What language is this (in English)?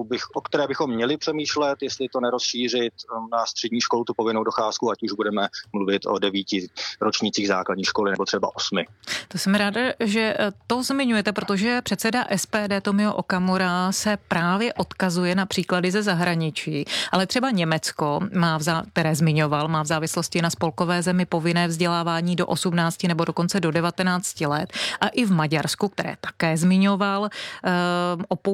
Czech